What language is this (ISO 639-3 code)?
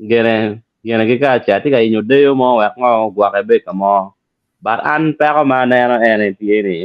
ach